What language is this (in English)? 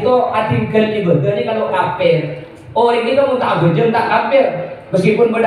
Madurese